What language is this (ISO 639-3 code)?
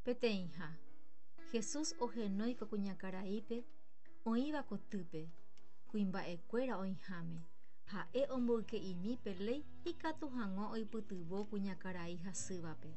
grn